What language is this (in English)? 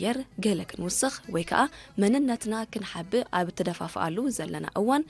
Tigrinya